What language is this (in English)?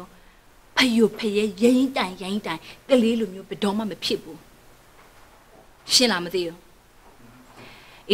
Burmese